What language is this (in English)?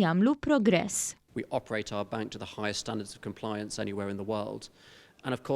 Maltese